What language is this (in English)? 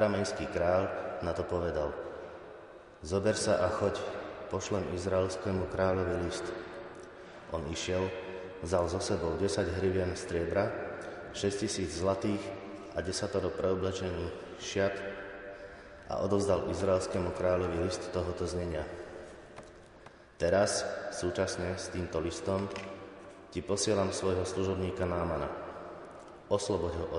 Slovak